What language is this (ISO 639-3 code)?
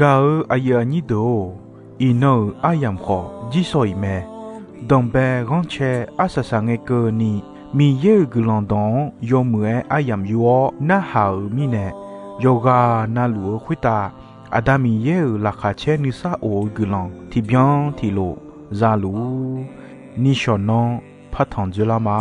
ahk